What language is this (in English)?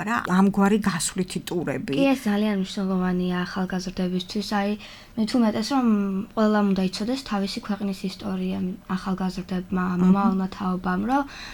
Georgian